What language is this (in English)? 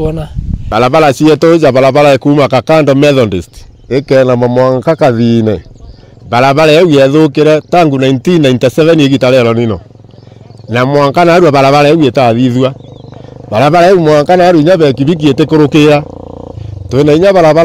Meru